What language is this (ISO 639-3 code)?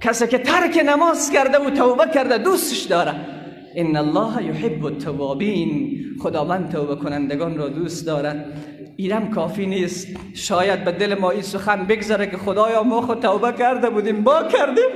fas